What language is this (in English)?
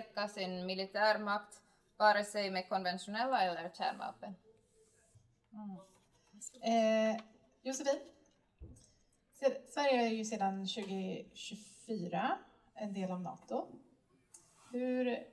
Swedish